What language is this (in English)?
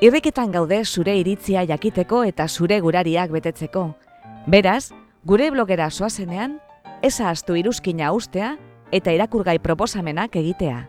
Basque